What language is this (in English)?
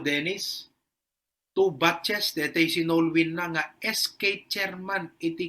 Iloko